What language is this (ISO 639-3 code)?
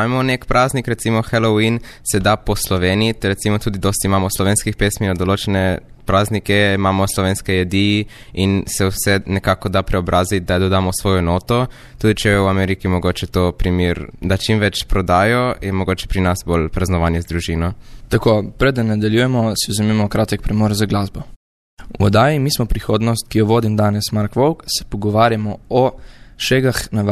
slv